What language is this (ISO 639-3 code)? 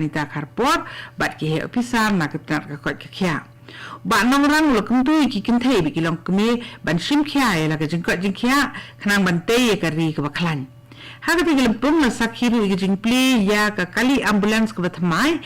kha